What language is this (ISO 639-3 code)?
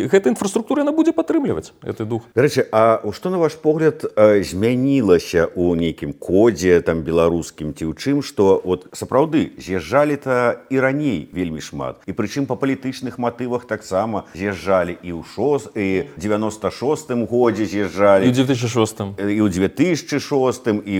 bel